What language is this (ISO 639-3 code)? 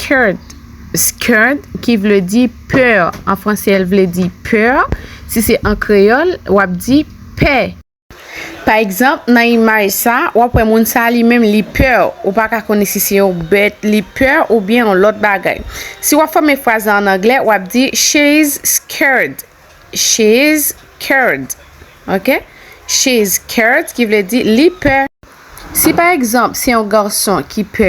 hat